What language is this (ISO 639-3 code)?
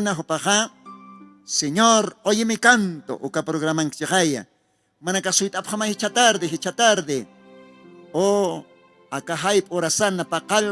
aym